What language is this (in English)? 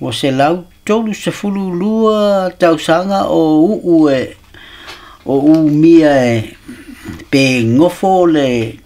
Samoan